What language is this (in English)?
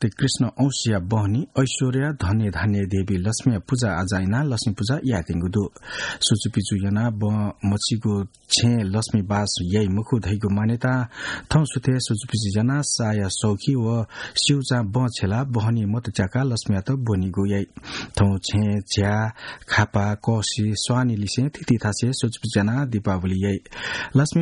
Newari